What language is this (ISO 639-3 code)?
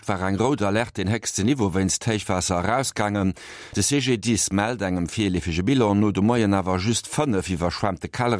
ltz